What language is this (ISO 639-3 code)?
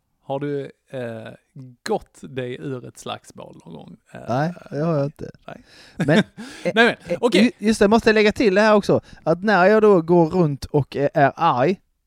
swe